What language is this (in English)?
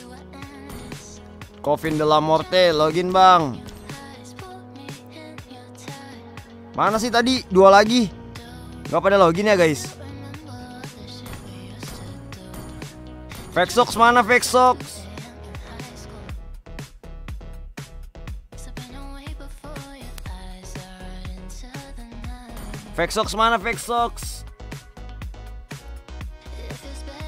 Indonesian